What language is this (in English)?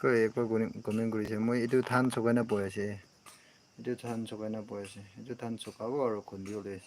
Naga Pidgin